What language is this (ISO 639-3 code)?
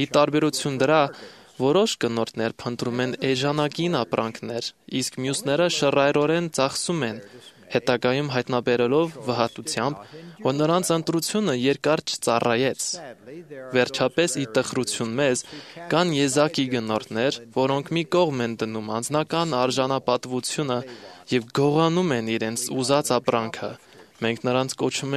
hye